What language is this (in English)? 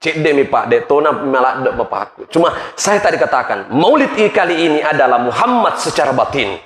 Buginese